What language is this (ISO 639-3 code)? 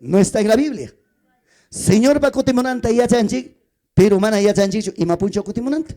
quy